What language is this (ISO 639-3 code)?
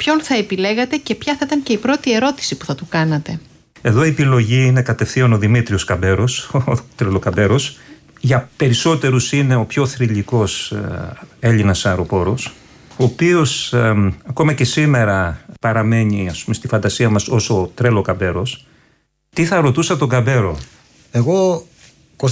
ell